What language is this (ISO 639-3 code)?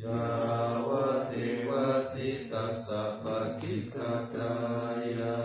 pli